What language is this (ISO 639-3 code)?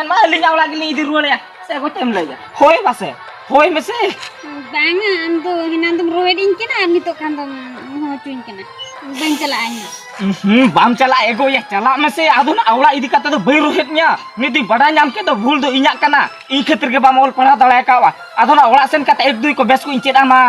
sat